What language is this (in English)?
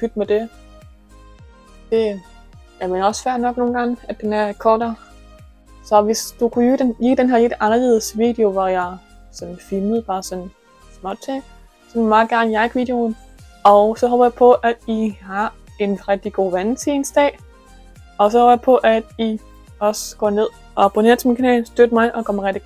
Danish